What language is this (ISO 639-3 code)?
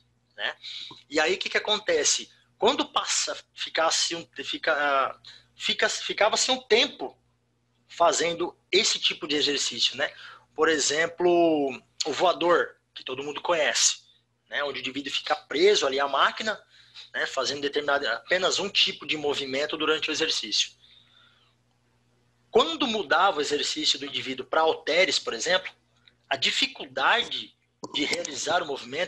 por